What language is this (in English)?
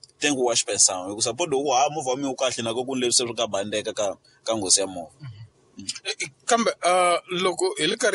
Tsonga